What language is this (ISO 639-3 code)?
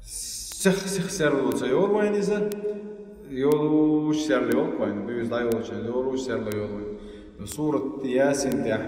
che